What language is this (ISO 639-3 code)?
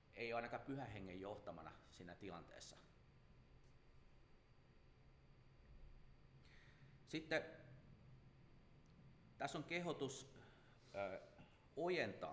fin